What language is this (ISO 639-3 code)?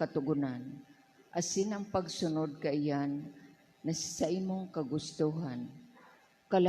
bik